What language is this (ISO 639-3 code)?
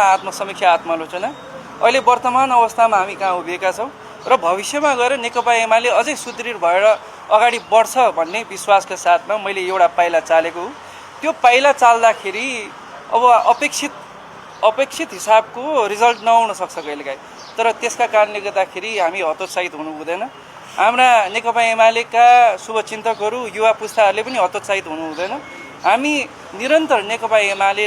nep